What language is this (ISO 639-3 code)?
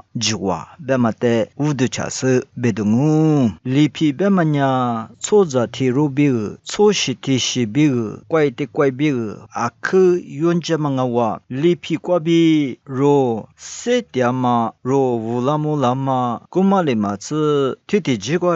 lis